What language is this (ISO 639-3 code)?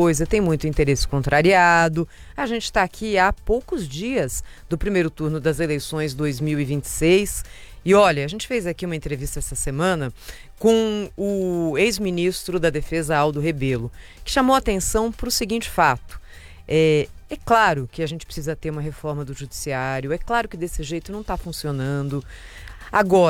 por